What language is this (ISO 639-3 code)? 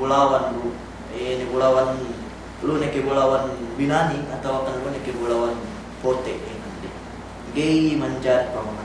yka